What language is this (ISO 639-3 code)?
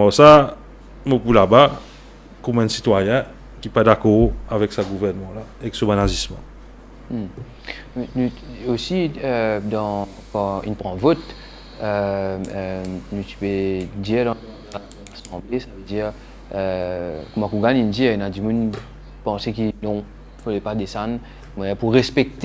mfe